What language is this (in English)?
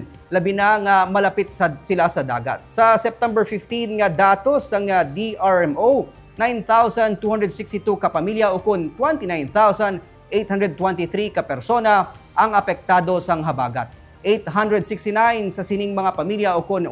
Hiligaynon